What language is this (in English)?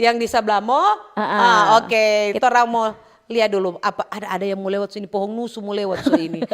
Manado Malay